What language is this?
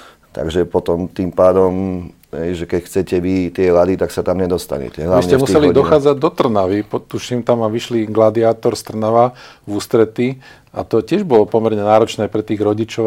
Slovak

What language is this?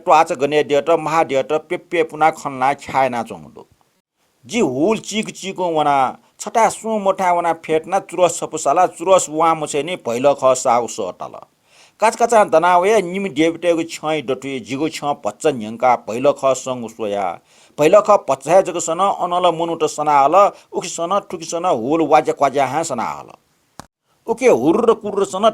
Newari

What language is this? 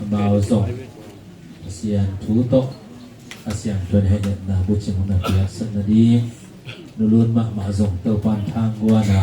Tedim Chin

